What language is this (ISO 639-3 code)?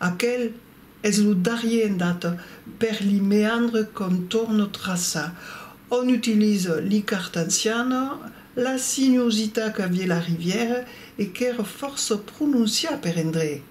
oci